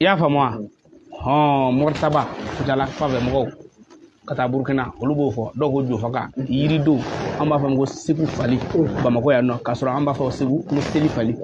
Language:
Bambara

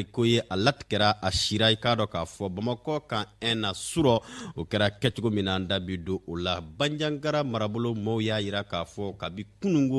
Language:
Bambara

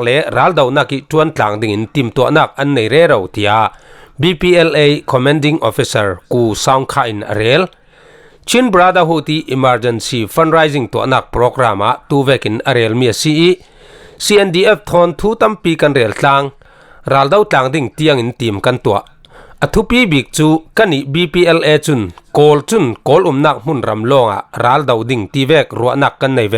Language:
Falam Chin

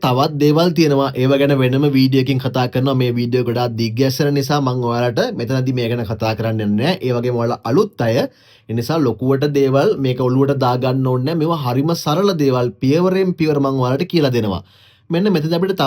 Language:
Sinhala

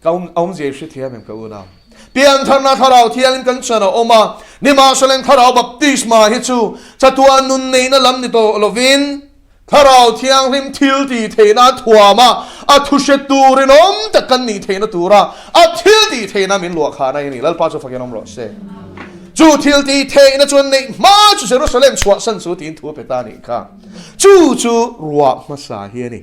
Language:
Mizo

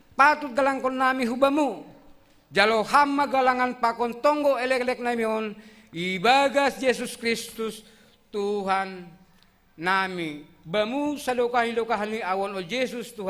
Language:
Batak Simalungun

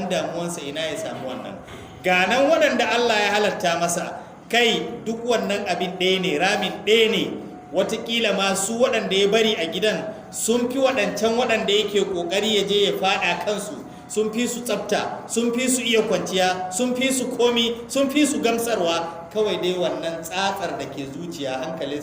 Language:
Hausa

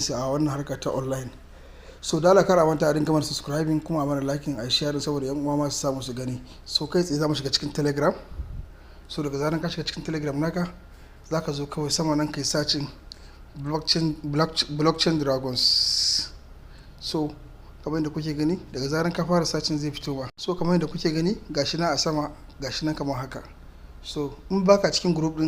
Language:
Hausa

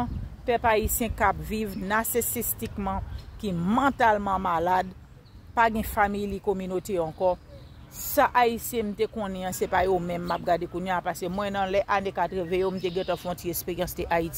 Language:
Haitian Creole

